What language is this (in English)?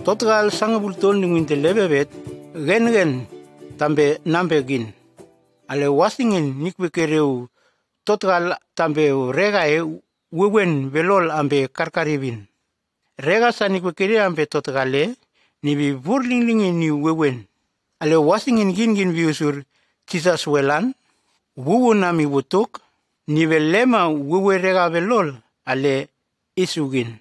Nume